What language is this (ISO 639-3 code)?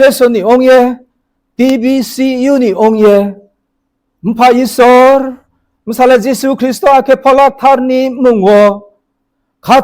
ria